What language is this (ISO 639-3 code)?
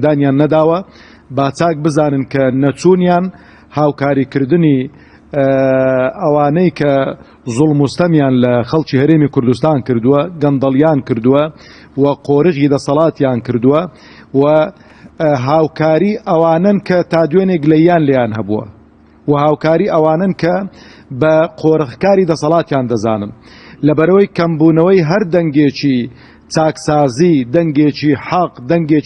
ckb